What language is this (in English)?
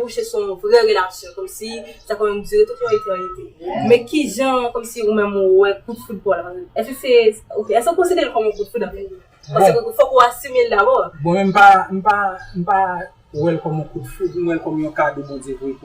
Haitian Creole